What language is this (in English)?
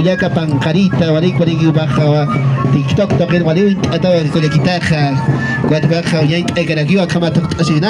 Aymara